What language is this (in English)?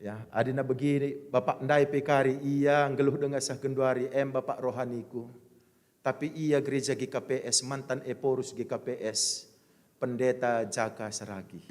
Batak Karo